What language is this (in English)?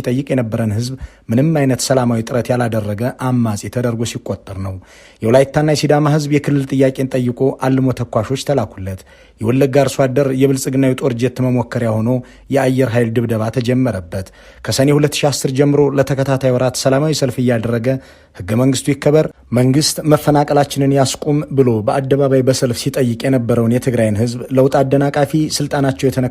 Amharic